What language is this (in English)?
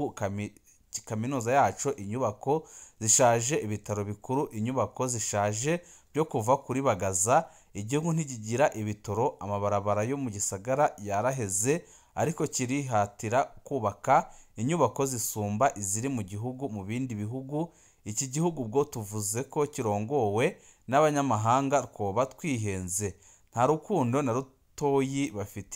Rundi